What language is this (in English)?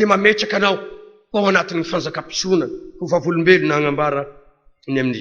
Malagasy